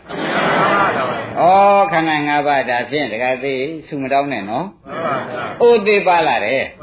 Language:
Burmese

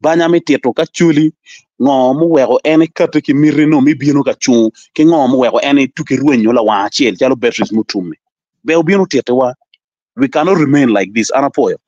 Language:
Acoli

